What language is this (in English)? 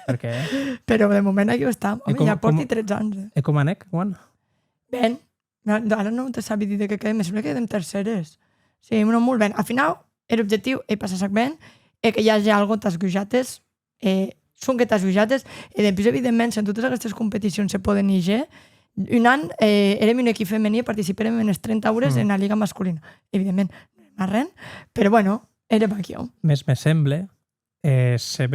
Occitan